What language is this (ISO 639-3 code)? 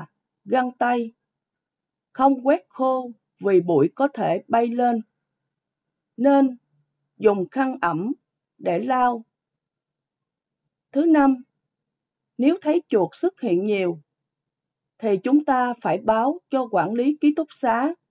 vie